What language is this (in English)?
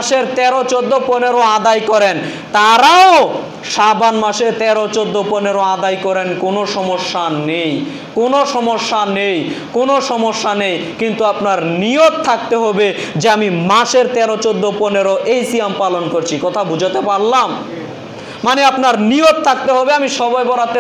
Bangla